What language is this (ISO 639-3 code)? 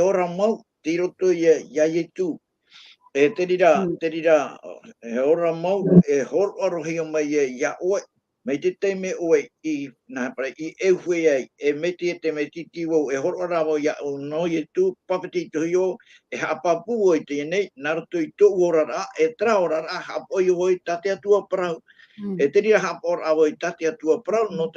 tah